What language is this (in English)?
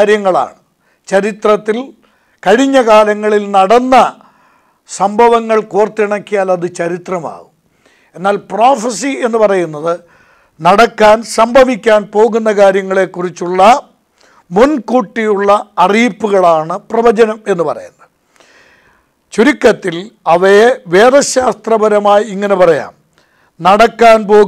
Malayalam